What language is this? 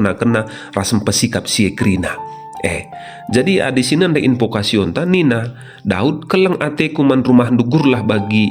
Batak Karo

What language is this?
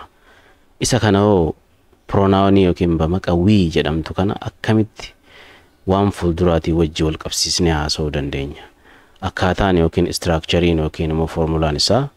Oromo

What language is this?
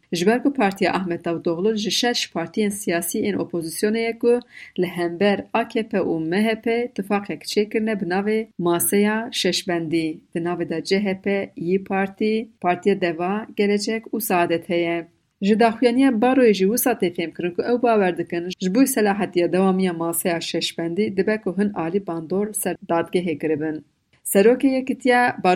Kurdish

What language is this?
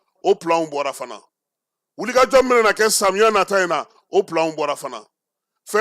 Bambara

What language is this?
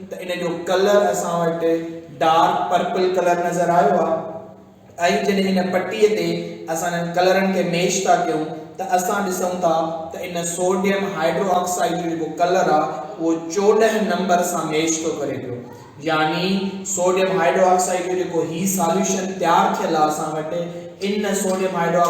Sindhi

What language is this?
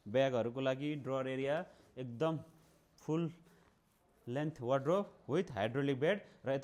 Nepali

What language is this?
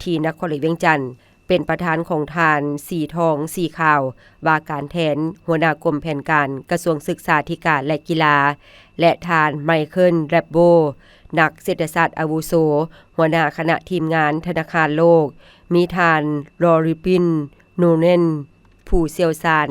Lao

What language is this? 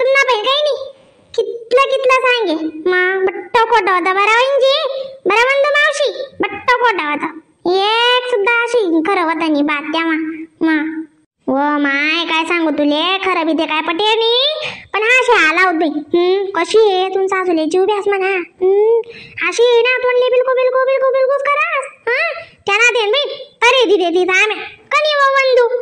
Khandesi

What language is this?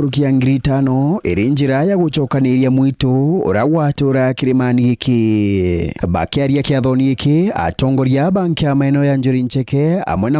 Meru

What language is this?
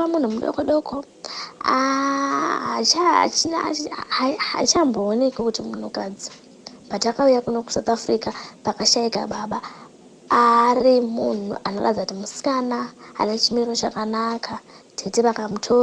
Shona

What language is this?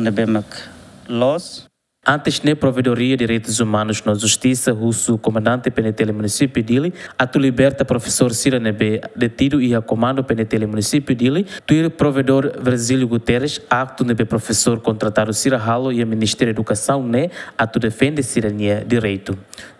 Tetum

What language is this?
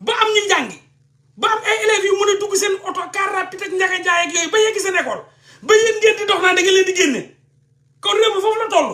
Wolof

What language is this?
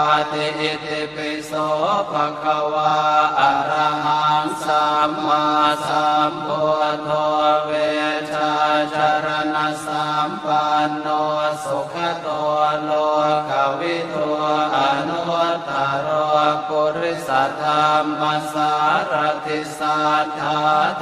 Pali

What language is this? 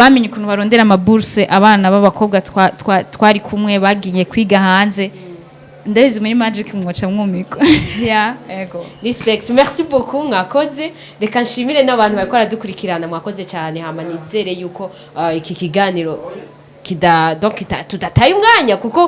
Rundi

